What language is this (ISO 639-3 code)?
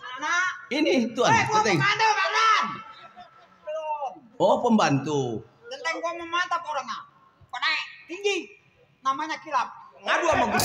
bew